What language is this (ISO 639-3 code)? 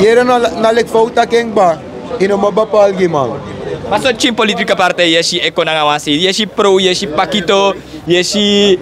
srn